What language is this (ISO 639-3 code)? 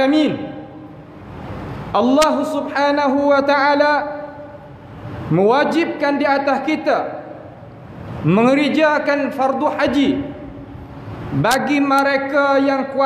msa